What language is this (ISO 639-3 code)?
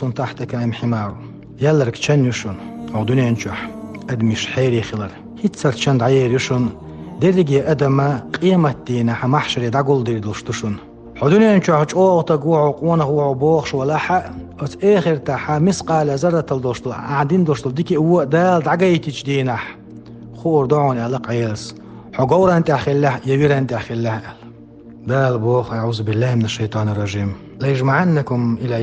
che